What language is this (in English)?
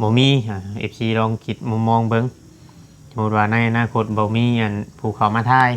Lao